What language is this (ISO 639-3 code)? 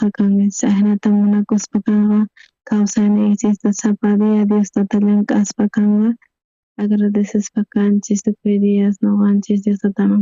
quh